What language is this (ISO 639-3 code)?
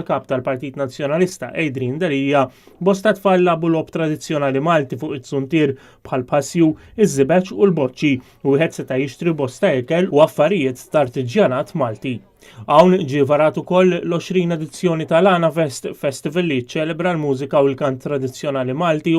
mlt